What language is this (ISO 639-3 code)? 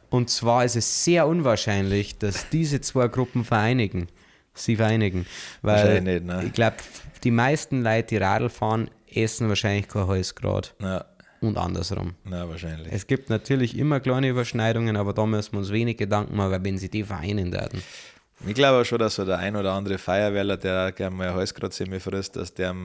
bar